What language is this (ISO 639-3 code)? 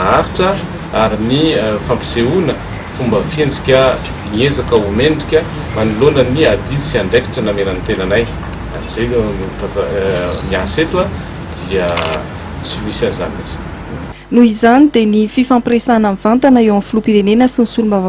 mlg